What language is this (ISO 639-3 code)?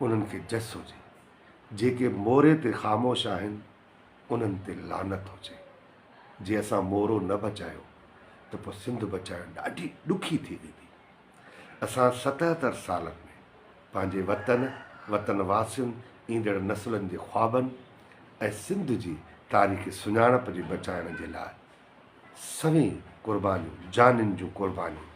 snd